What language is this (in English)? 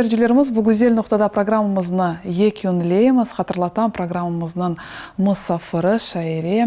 Crimean Tatar